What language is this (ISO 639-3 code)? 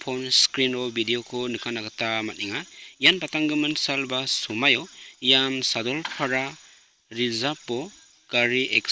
grt